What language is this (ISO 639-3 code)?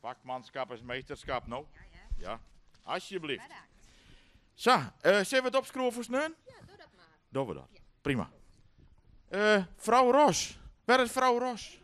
fry